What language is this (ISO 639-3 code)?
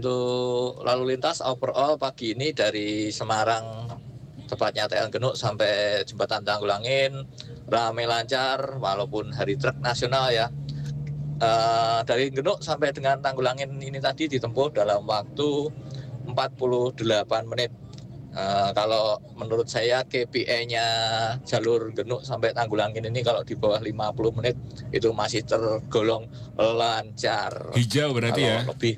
ind